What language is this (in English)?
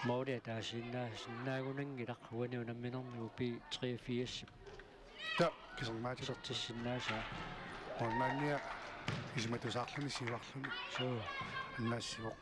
Kalaallisut